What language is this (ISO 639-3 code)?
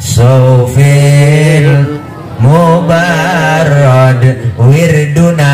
bew